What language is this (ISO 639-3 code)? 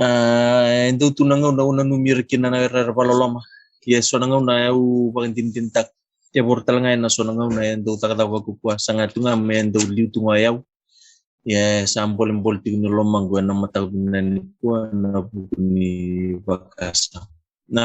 fij